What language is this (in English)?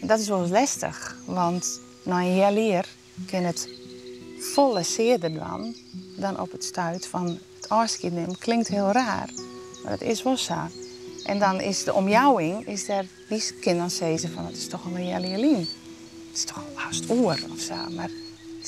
Western Frisian